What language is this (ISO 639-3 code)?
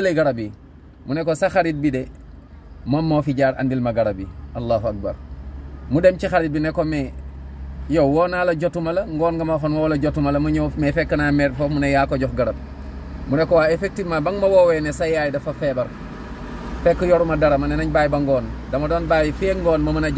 wol